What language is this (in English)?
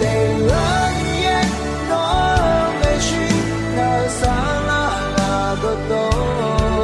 Akha